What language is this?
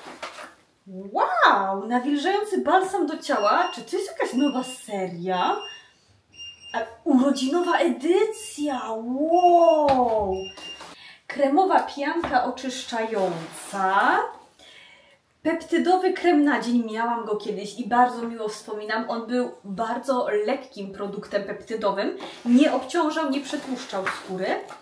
Polish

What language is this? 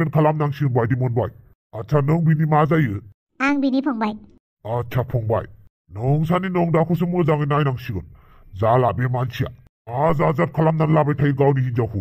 Bodo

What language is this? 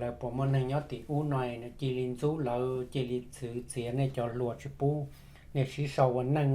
Hmong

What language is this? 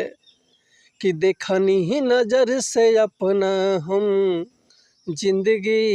Bhojpuri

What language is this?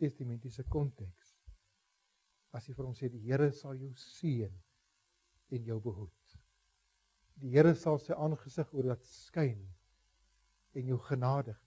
Afrikaans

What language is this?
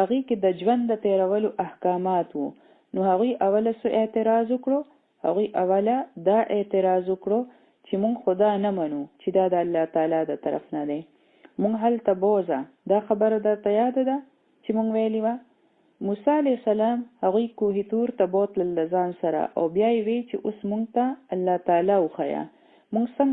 Pashto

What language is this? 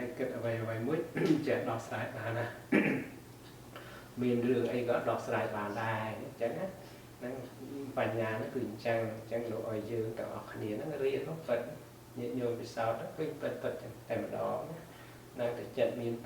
Khmer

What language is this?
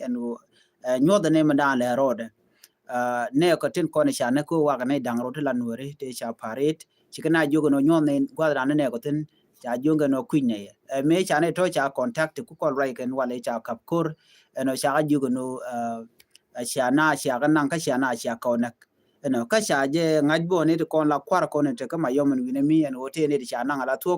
Nuer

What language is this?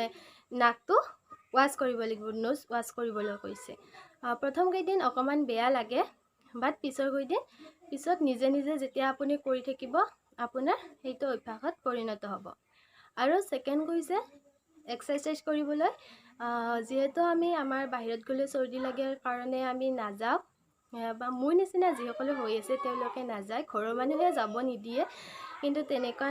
Assamese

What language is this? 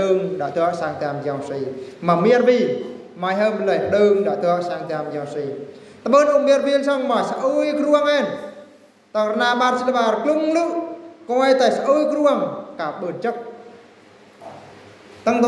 Eastern Bru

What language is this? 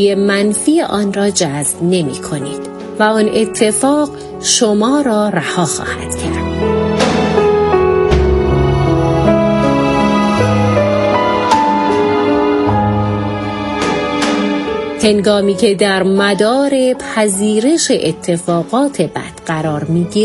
Persian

